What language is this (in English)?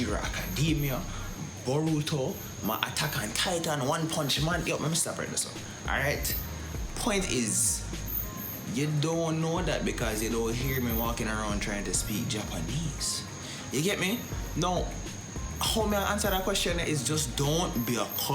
Jamaican Creole English